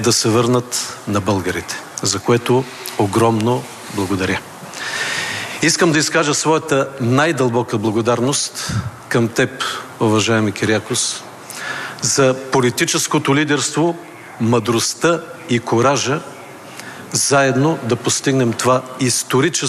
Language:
Bulgarian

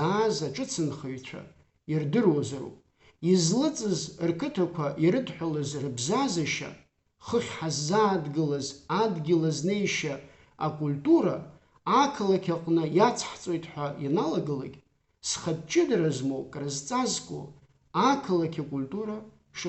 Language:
Abkhazian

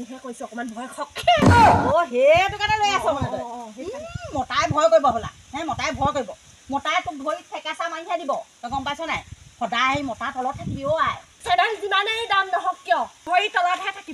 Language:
Assamese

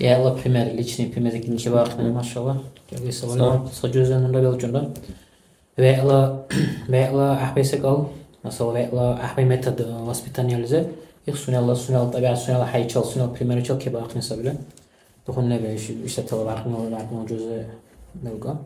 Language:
Dargwa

